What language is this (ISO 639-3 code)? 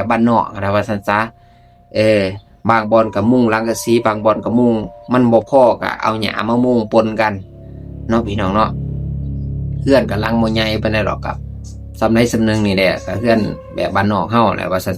lao